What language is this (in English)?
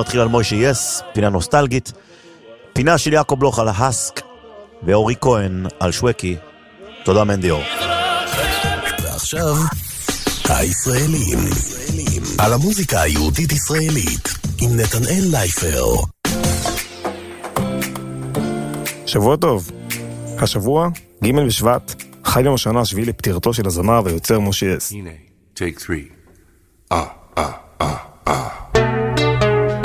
Hebrew